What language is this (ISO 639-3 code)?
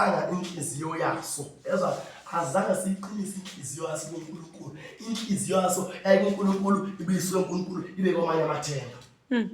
zul